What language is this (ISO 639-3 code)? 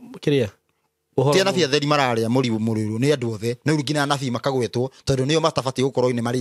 kik